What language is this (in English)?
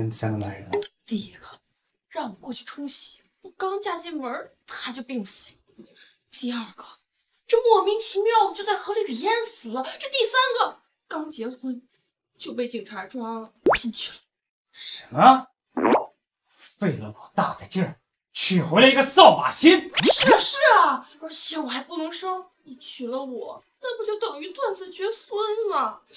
Chinese